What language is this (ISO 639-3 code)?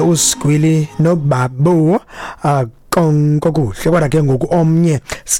xho